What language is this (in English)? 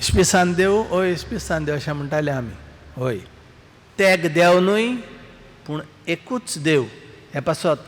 Konkani